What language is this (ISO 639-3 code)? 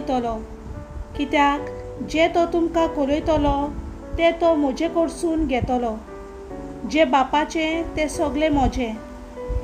kok